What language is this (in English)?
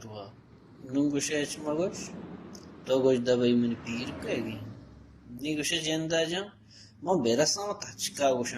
Baluchi